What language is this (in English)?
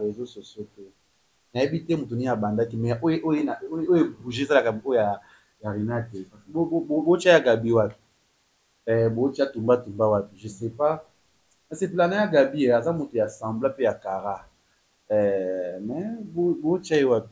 Lingala